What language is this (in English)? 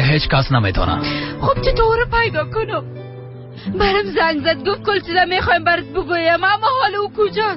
Persian